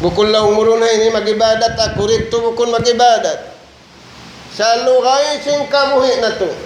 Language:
Tausug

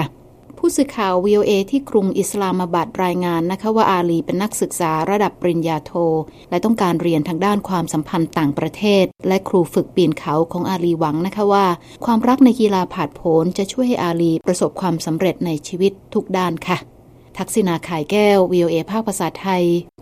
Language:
Thai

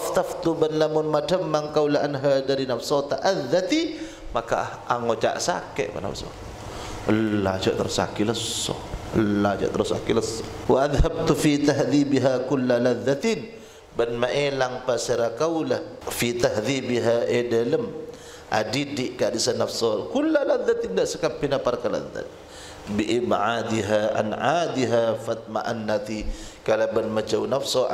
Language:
Madurese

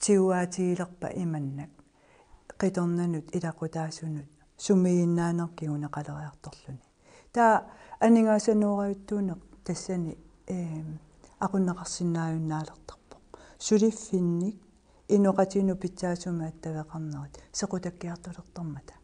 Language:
Kalaallisut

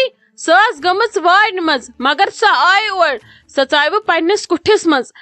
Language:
Kashmiri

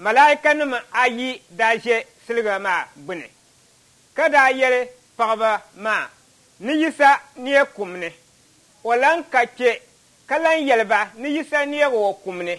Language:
Dagbani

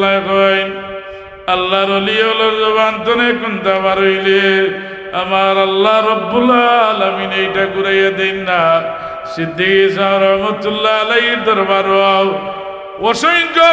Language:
Sylheti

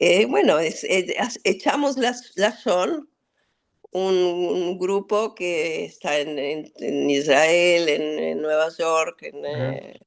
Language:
Ladino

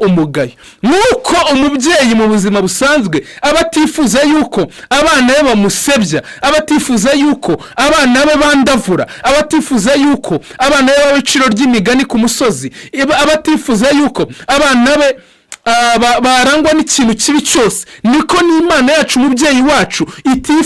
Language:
Kinyarwanda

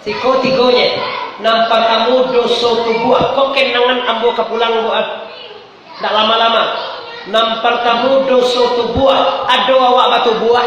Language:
Minangkabau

